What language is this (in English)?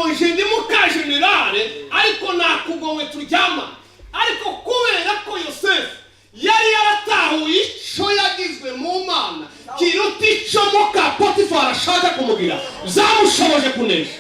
Rundi